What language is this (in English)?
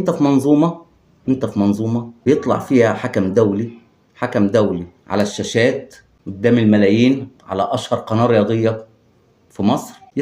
Egyptian Arabic